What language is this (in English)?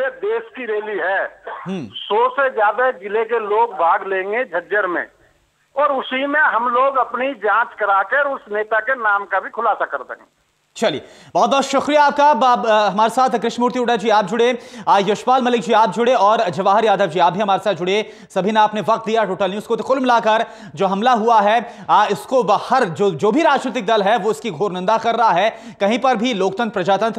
Hindi